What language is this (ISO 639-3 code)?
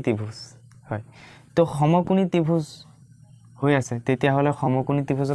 asm